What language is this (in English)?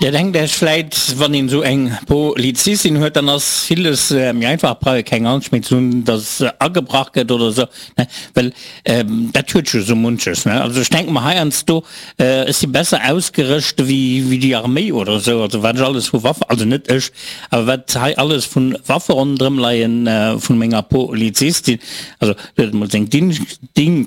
Luxembourgish